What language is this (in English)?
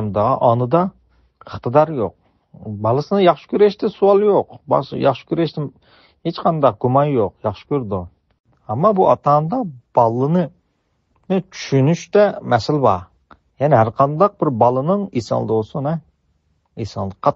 Uyghur